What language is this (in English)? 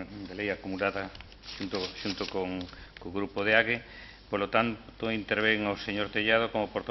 Galician